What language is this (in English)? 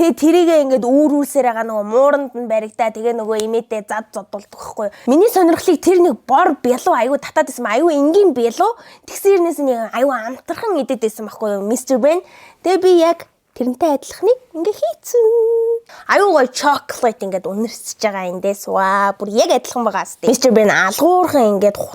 Mongolian